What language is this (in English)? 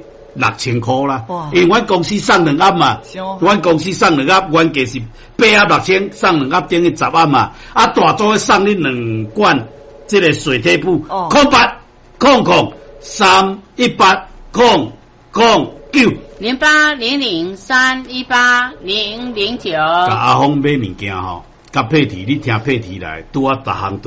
Min Nan Chinese